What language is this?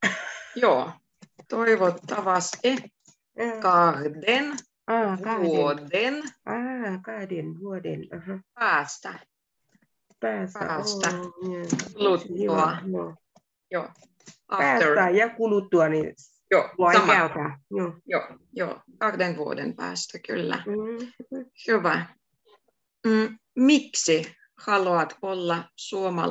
Finnish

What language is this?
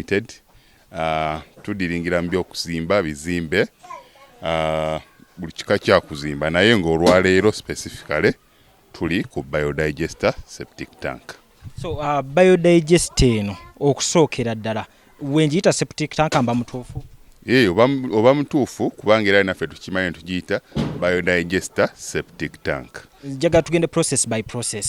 Ganda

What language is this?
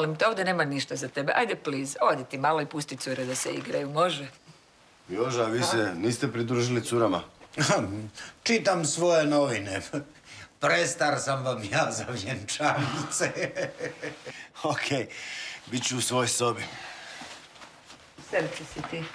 Croatian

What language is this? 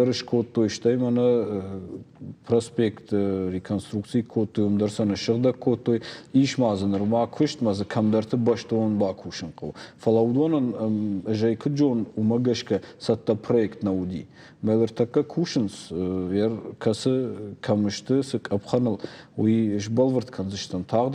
Ossetic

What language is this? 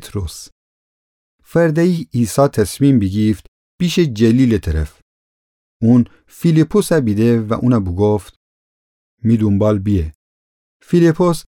Gilaki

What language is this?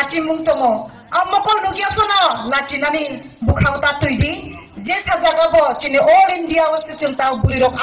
Riang (India)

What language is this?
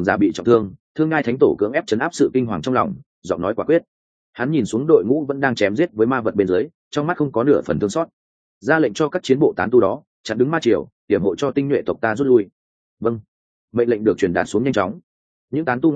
Vietnamese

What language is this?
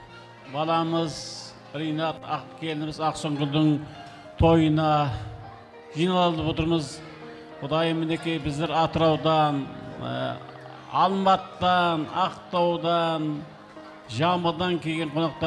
Kazakh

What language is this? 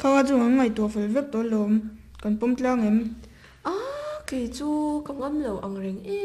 Mizo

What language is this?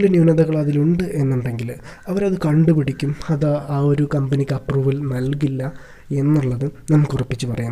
Malayalam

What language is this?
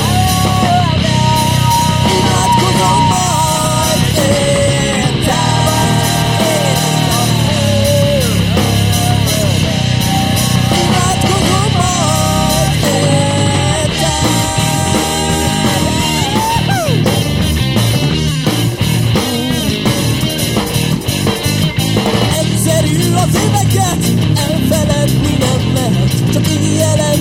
Hungarian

